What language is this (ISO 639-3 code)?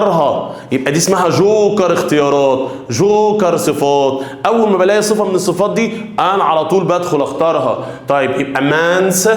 arz